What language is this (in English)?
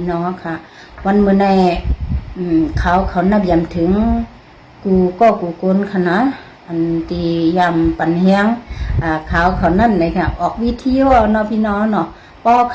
Shan